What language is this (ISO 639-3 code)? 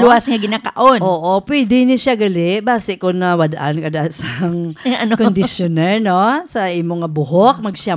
hil